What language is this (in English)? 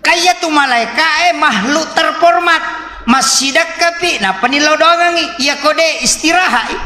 Buginese